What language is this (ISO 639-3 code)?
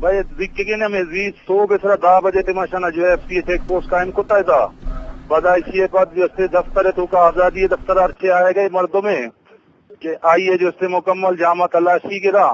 bgp